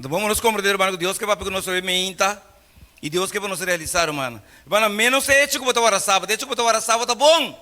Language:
Papiamento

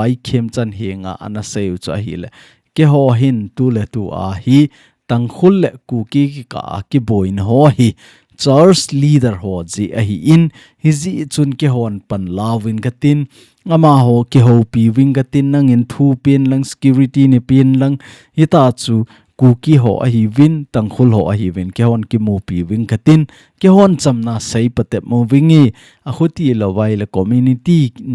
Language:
Thado Chin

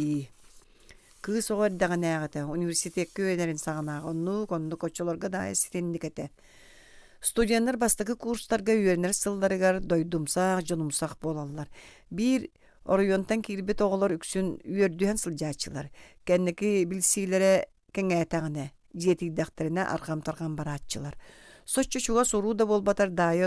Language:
Yakut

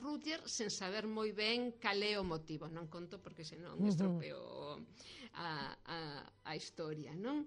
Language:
Galician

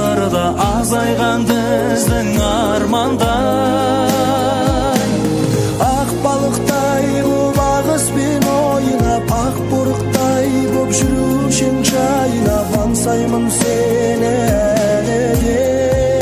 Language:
Kazakh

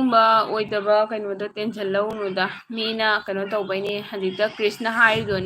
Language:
Manipuri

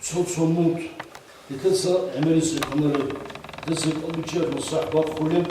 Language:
Avaric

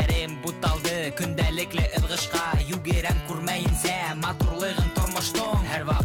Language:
Bashkir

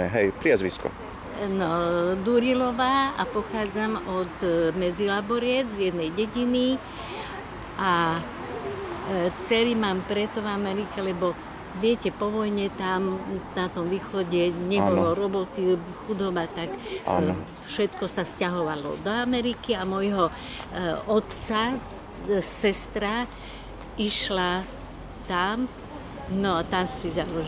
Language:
Slovak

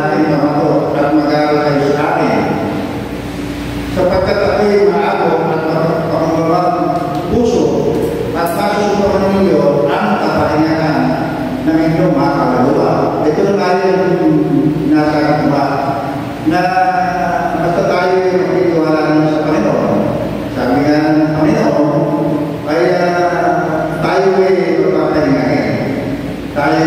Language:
Filipino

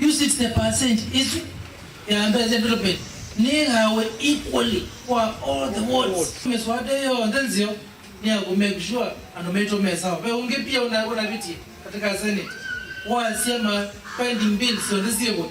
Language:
Kamba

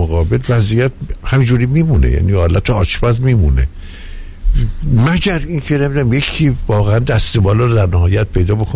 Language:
Persian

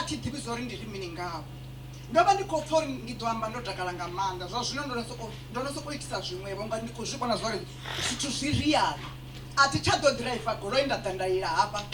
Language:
Venda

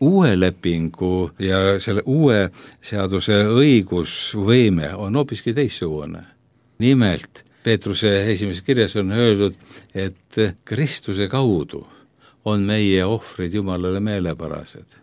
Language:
Estonian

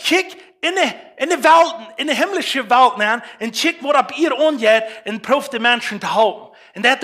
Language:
Plautdietsch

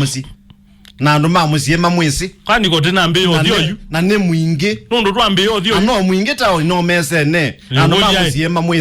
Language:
Kamba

